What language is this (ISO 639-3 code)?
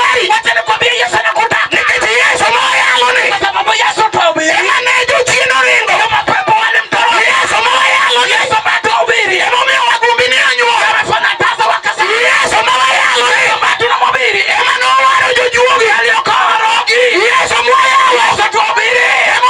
luo